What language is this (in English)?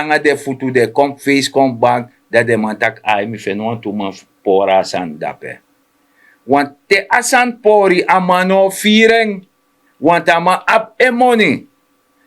Sranan Tongo